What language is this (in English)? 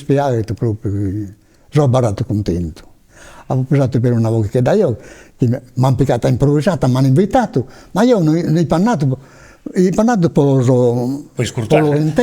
Sardinian